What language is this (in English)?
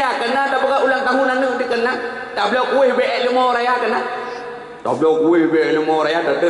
Achinese